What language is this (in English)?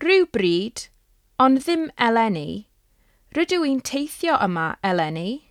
Welsh